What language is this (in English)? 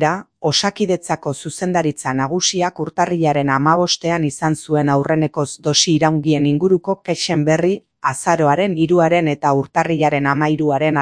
Basque